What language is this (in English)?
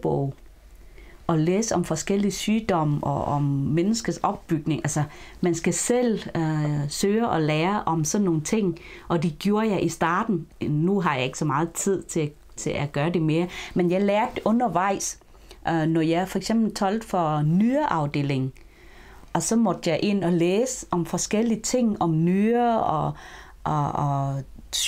Danish